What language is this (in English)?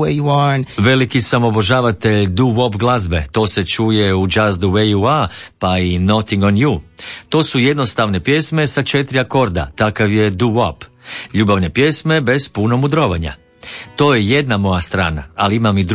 Croatian